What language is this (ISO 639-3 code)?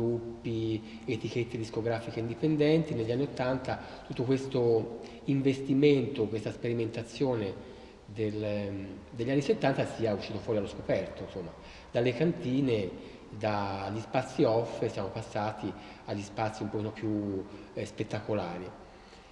ita